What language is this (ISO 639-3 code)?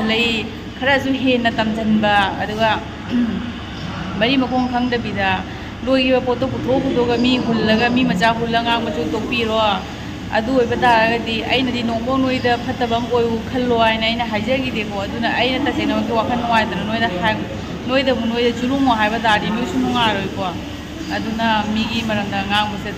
mni